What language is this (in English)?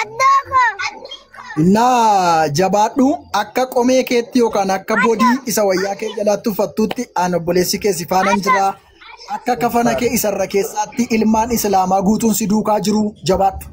Oromo